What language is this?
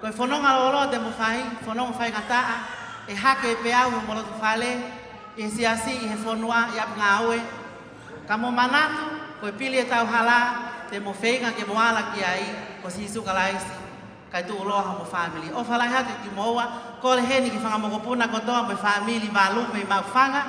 Tongan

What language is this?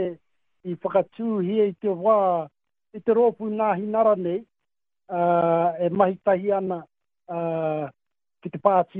Māori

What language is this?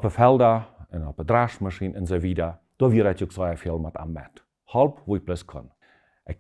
Plautdietsch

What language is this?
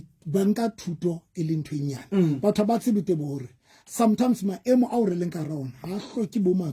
Southern Sotho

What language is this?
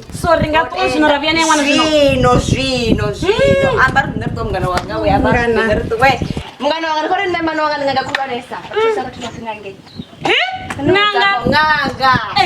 Venda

